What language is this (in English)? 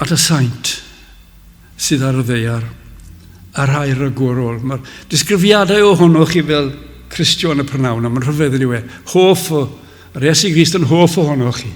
Welsh